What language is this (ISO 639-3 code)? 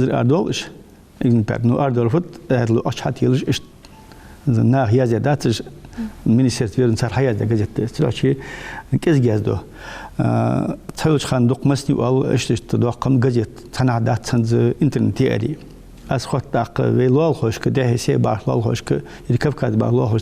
inh